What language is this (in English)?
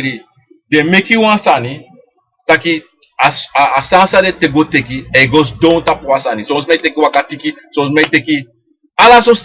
Sranan Tongo